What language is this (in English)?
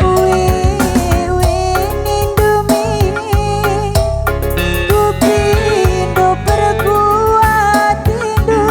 Batak Karo